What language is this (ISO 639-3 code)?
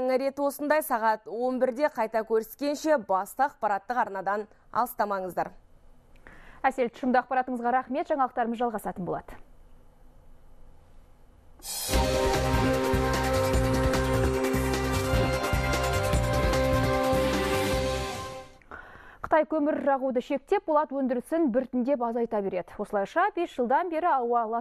kaz